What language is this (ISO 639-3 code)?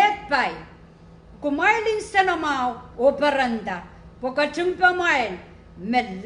pon